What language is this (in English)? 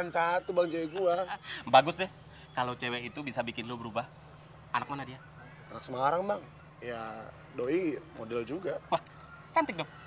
Indonesian